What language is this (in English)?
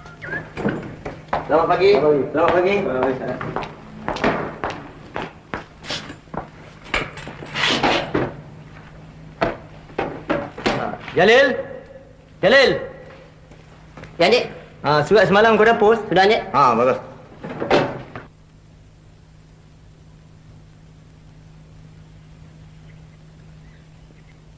Malay